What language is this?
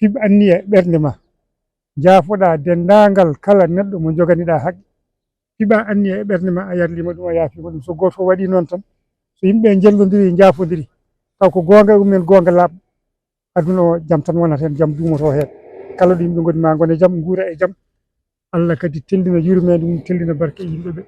Fula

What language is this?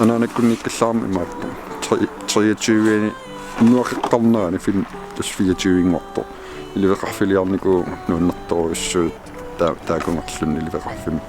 Kalaallisut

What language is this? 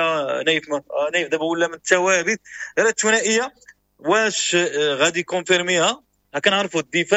Moroccan Arabic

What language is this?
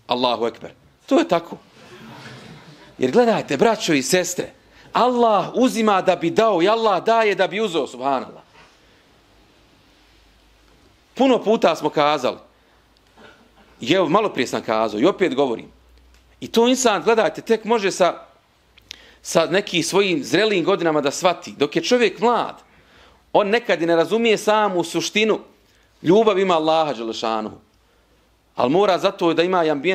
Bosnian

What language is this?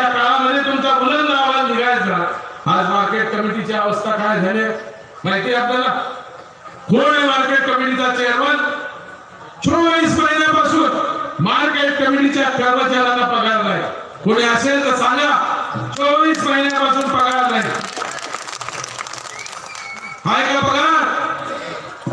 Marathi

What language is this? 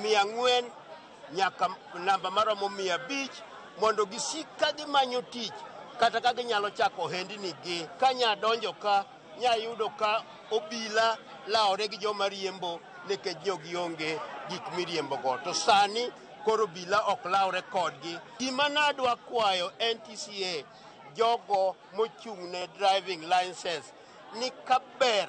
Luo (Kenya and Tanzania)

